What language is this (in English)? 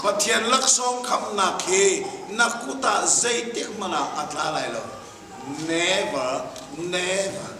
Hakha Chin